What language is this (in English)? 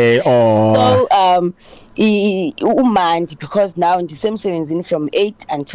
Xhosa